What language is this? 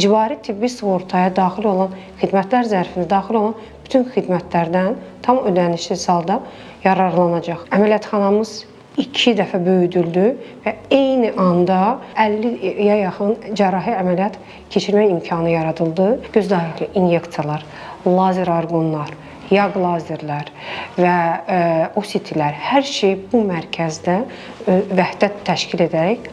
Azerbaijani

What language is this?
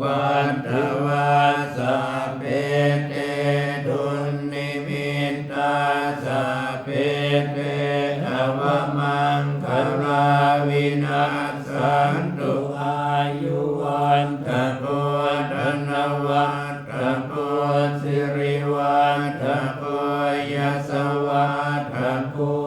Pali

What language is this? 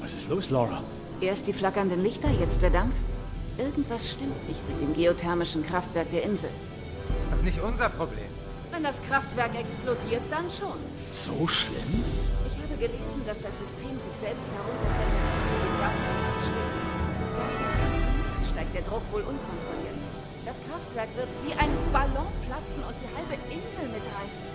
Bavarian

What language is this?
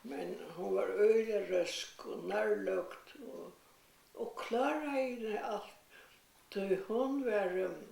Faroese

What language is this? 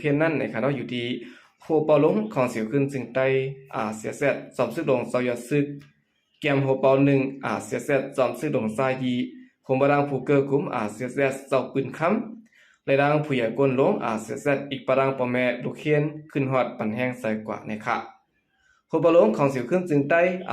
Shan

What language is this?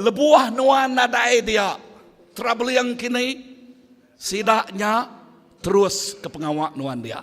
Iban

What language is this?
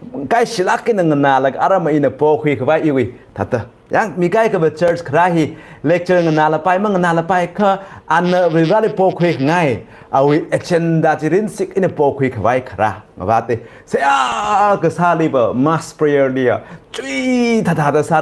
Tangkhul Naga (India)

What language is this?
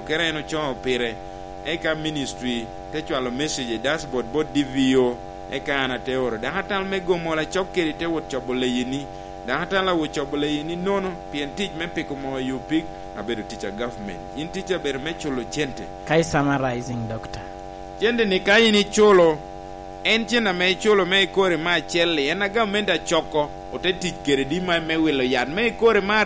Lango (Uganda)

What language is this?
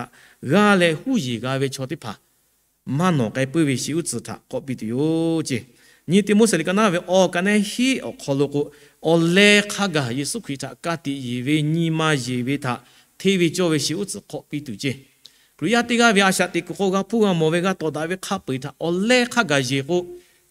Lahu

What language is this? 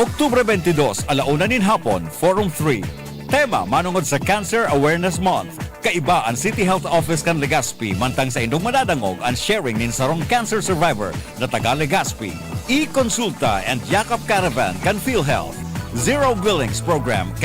Bikol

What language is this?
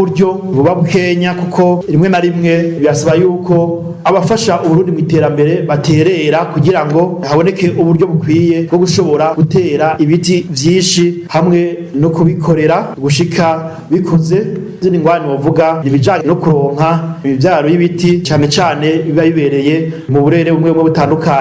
Rundi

